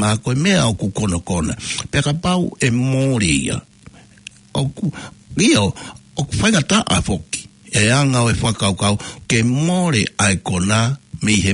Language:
Tongan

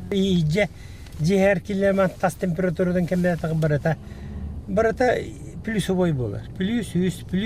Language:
Yakut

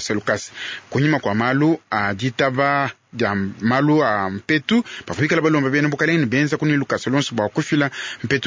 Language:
Luba-Lulua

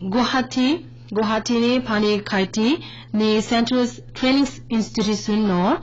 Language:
Garo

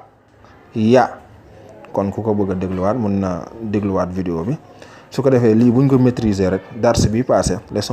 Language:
Wolof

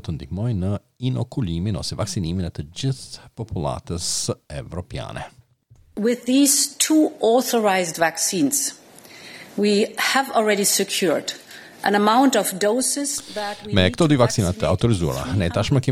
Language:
Albanian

